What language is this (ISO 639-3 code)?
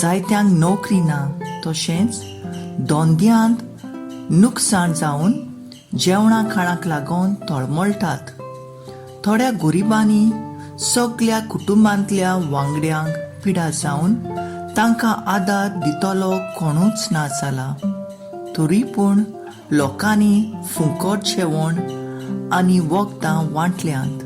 kok